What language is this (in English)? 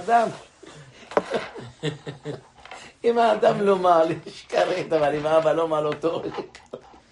Hebrew